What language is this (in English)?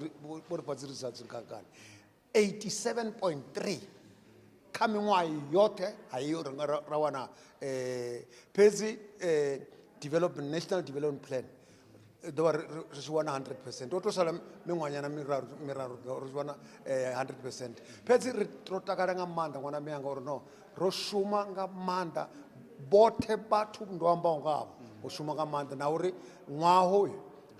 Venda